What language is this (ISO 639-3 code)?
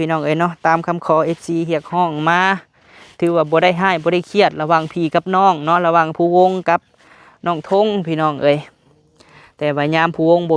lao